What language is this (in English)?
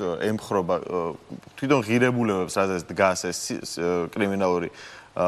Georgian